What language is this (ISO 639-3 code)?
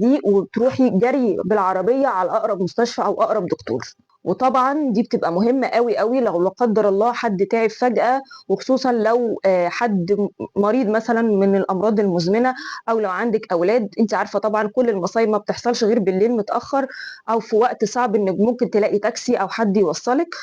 arz